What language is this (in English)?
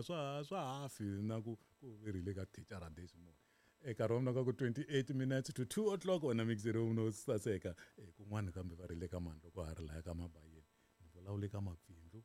Tsonga